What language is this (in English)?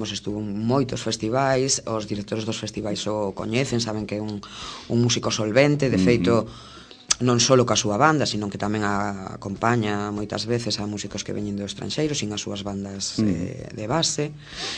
Galician